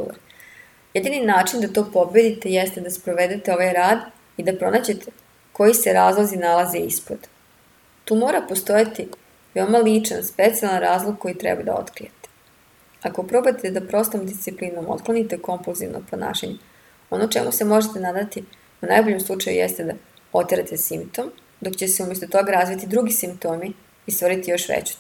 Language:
Serbian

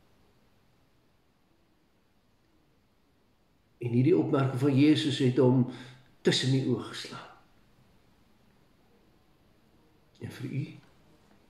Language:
Afrikaans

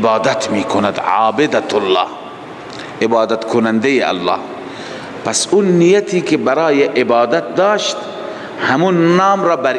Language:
Persian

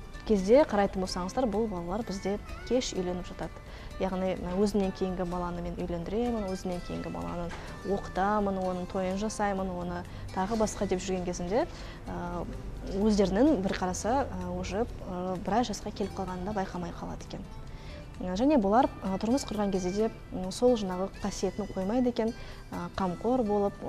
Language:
Kazakh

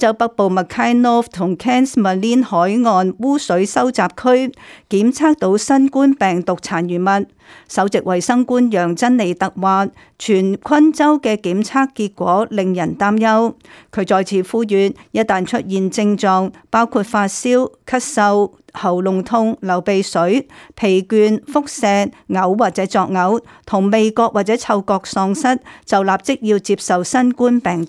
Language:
Cantonese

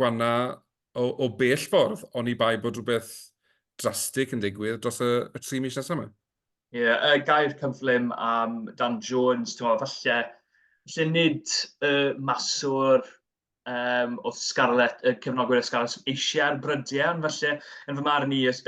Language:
Welsh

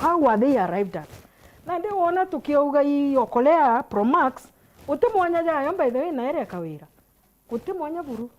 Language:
Meru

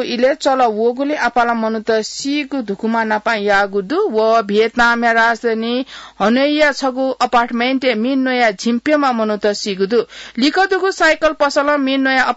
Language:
Newari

